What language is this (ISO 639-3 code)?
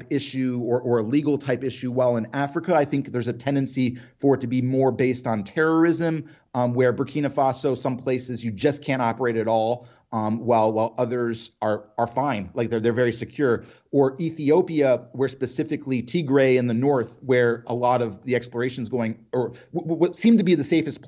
eng